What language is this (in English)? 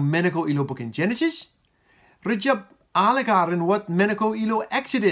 Marshallese